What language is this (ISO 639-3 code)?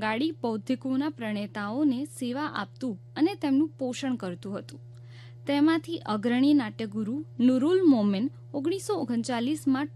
guj